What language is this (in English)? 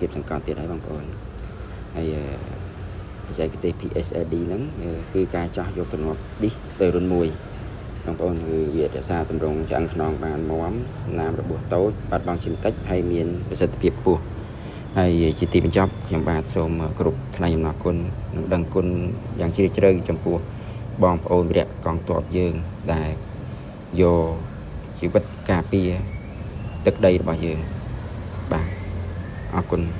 Khmer